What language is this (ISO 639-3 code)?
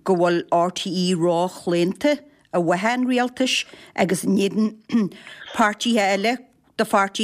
gle